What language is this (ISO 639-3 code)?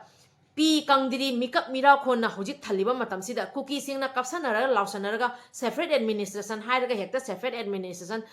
mni